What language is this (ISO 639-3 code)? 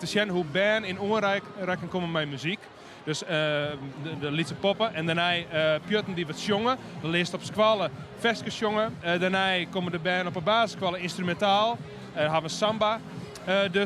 fry